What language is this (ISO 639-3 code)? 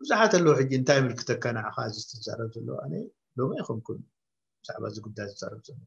tir